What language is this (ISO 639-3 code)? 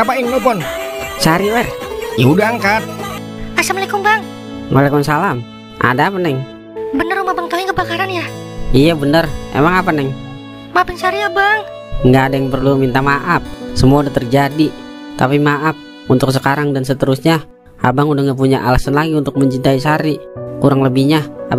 bew